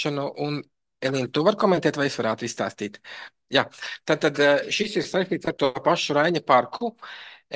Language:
Latvian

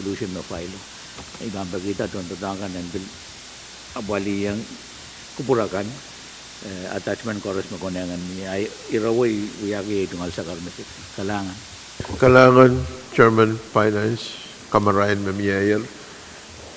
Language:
Pohnpeian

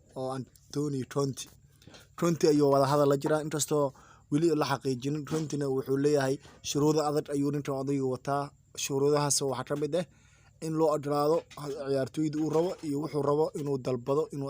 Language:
Somali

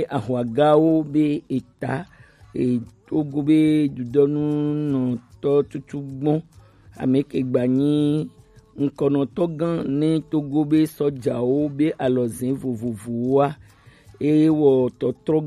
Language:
Gen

